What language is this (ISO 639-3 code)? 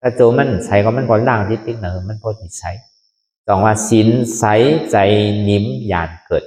shn